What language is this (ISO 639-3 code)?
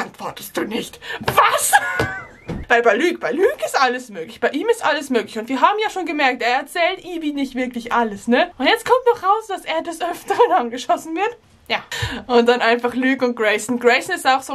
deu